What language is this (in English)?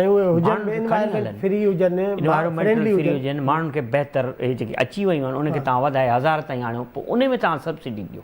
Sindhi